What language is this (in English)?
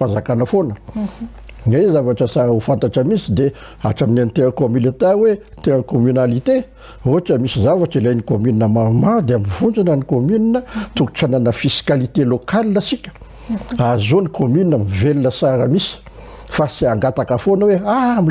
Malagasy